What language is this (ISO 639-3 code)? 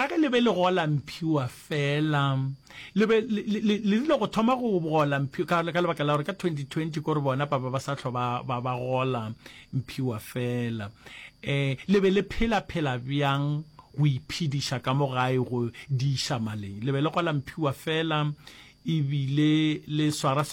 nso